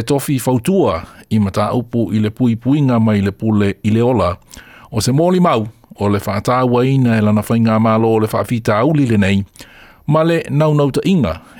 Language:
Samoan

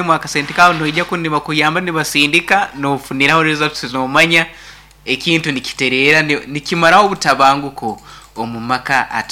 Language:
Nyoro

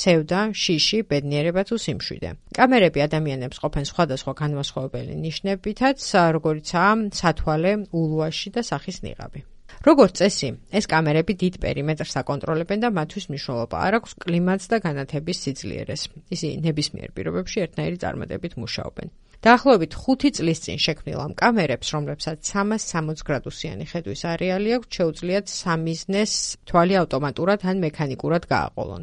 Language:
Georgian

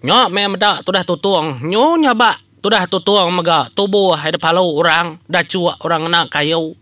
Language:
Iban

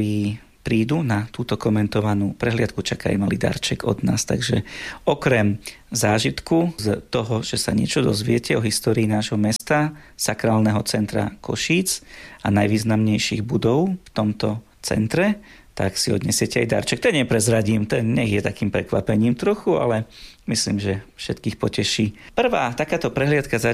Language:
Slovak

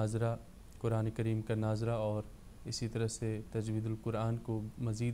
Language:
Urdu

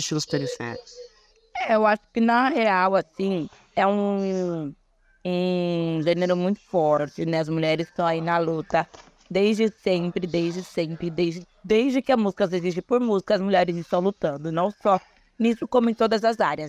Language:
Portuguese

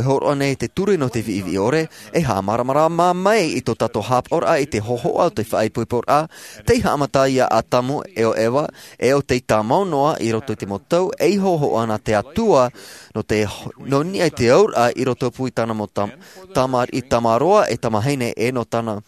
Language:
Tahitian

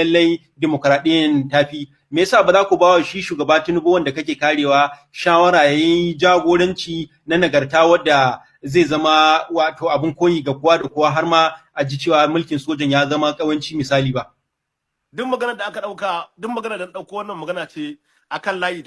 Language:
Hausa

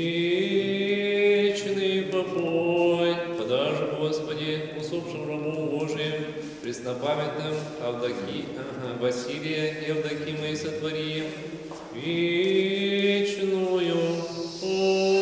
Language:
Chuvash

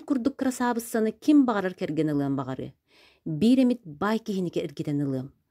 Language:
Yakut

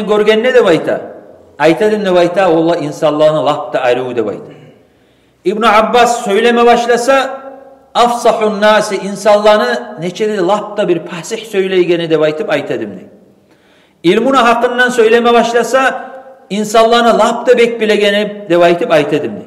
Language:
Kumyk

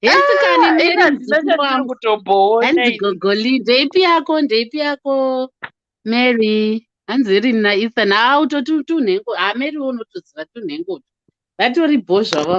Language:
Shona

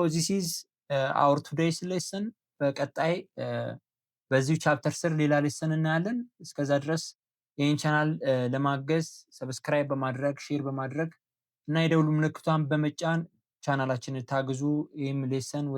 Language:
Amharic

